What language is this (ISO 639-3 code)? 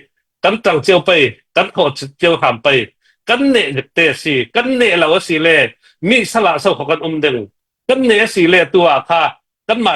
cnh